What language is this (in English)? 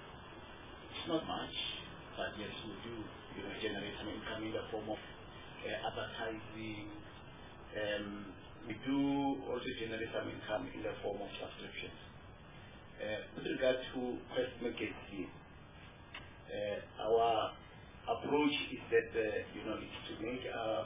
English